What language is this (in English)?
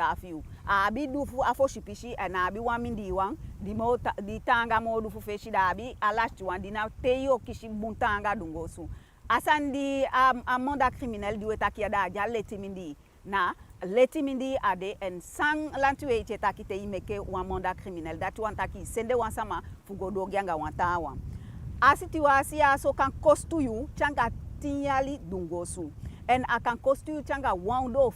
Eastern Maroon Creole